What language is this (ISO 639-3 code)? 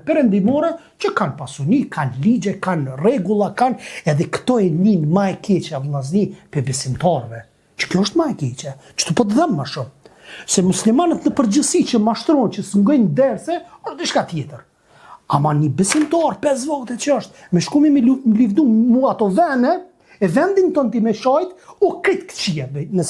sqi